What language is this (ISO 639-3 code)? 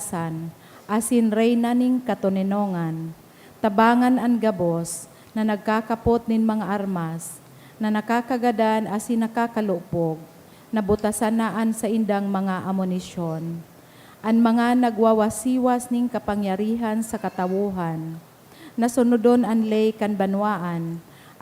bik